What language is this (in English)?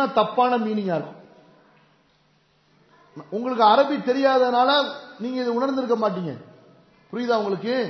Tamil